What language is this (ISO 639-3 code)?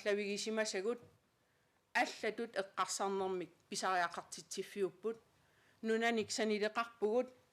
kal